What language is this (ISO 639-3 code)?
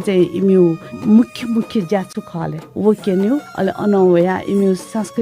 new